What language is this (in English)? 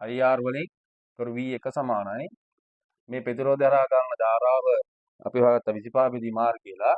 Sinhala